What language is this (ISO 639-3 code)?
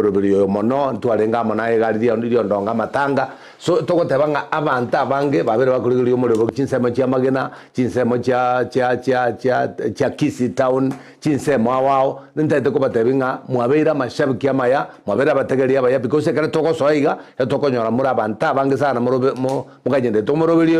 guz